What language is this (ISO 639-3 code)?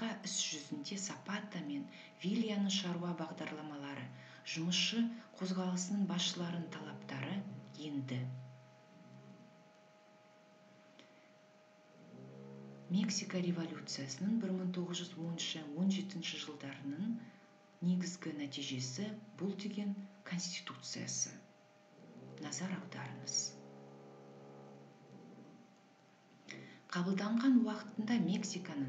kaz